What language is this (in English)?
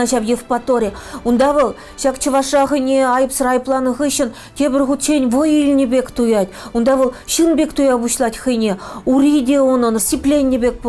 Chuvash